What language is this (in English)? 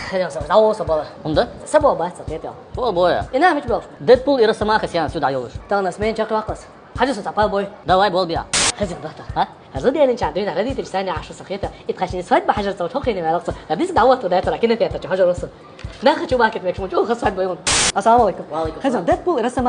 Chechen